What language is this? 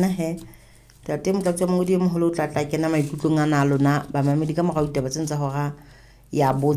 Southern Sotho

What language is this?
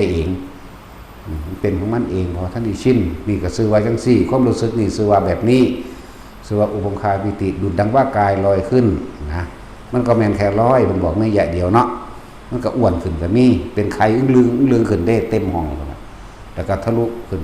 Northeastern Thai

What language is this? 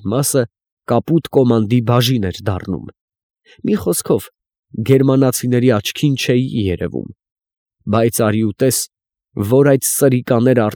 Armenian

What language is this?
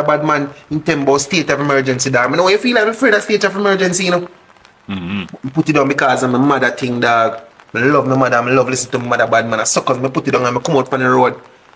Jamaican Creole English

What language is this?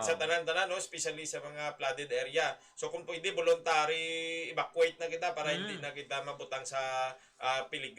Hiligaynon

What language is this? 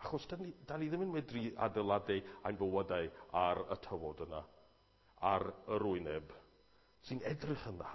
Welsh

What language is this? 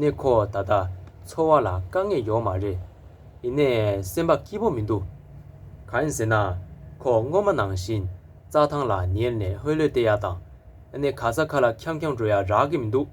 Tibetan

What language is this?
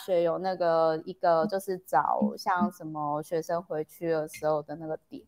Chinese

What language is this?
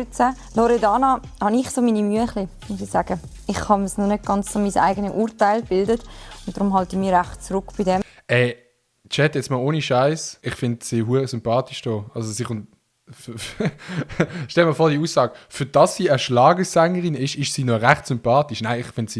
Swiss German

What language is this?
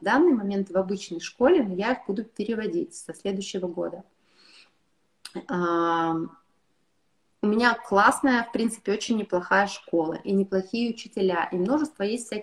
Russian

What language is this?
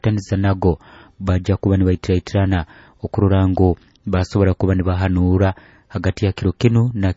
Nyoro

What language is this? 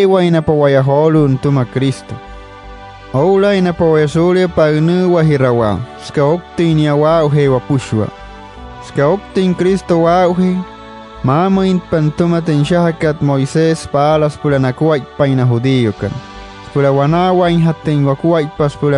Wayuu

